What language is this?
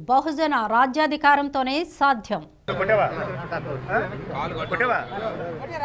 Telugu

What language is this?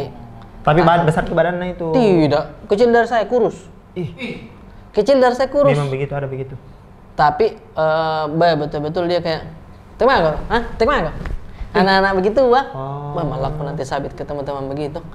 Makassar Malay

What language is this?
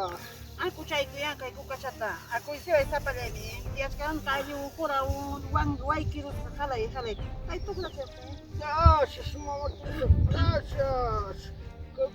Ayacucho Quechua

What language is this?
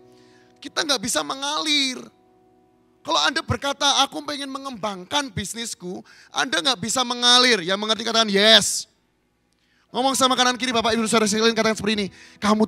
Indonesian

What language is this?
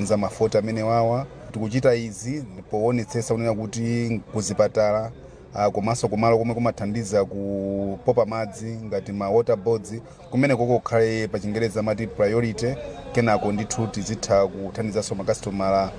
Nyanja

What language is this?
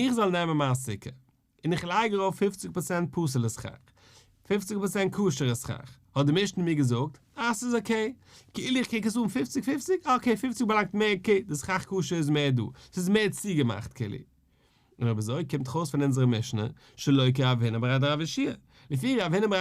Yiddish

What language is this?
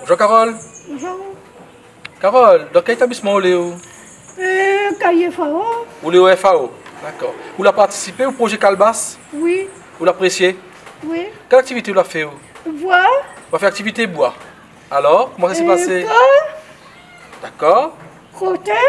Réunion Creole French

